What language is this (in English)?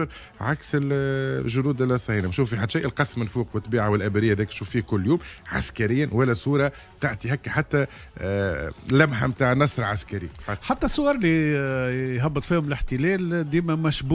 Tunisian Arabic